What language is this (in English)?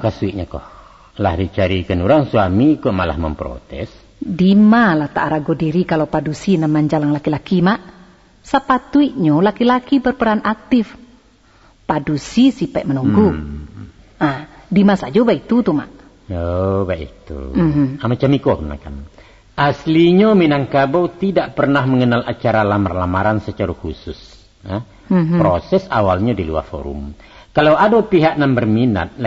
Minangkabau